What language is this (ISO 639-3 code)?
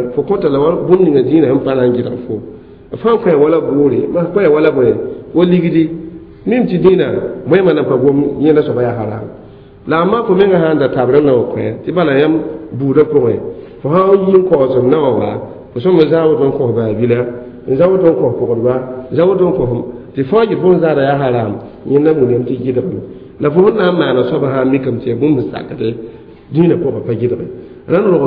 mos